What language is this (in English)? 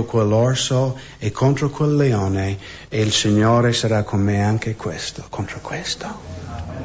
Italian